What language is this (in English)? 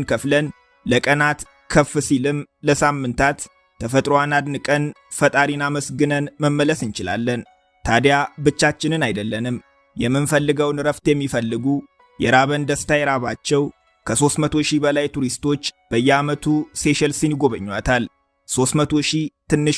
Amharic